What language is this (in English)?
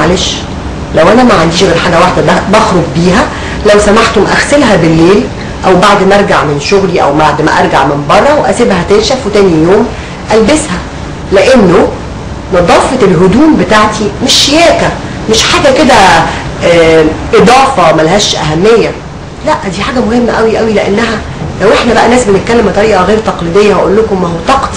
Egyptian Arabic